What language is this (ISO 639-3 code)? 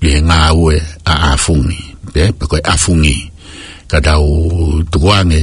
ton